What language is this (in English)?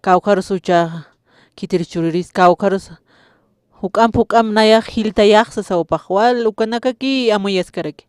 Aymara